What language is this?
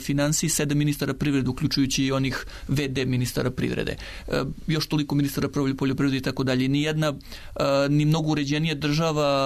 Serbian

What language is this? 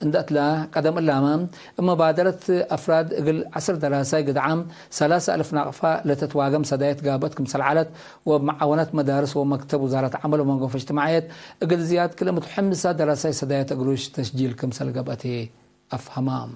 Tigre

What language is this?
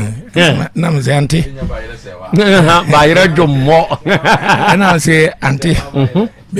Akan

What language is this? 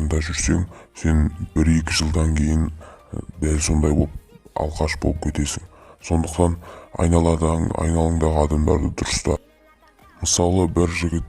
Kazakh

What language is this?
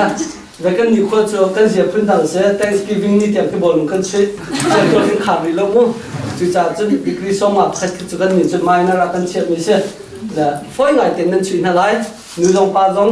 Hakha Chin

